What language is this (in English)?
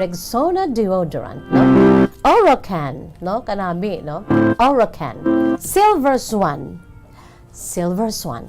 Hiligaynon